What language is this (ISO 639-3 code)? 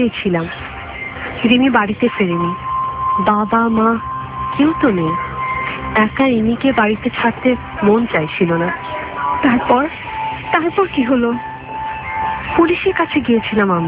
ben